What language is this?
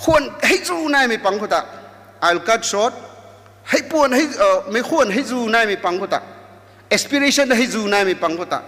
Rongmei Naga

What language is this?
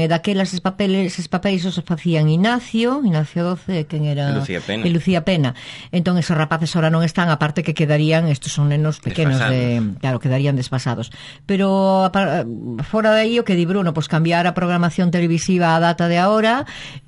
Galician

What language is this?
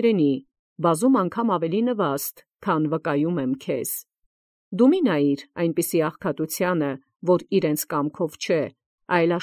Armenian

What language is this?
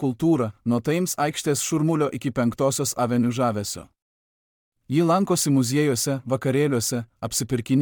Lithuanian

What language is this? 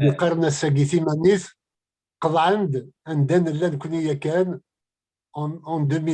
Kabyle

